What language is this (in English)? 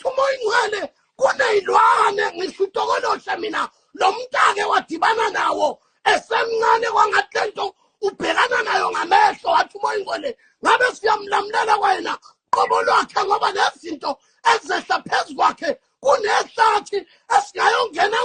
Zulu